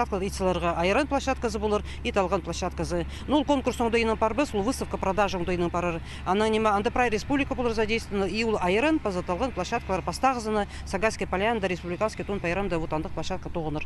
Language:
Khakas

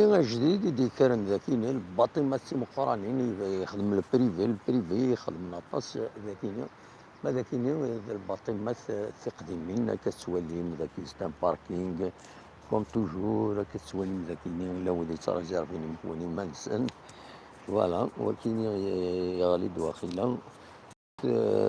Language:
Kabyle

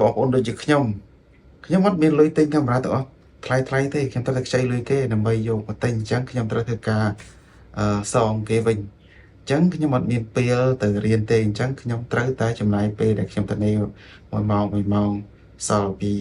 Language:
Khmer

